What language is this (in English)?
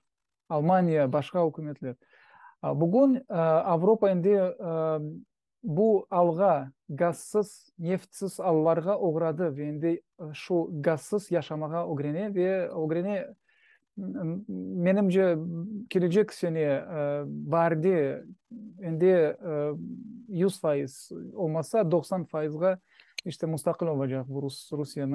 Crimean Tatar